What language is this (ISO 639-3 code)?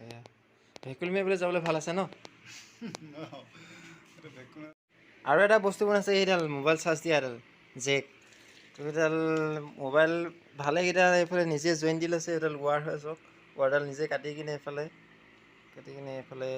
asm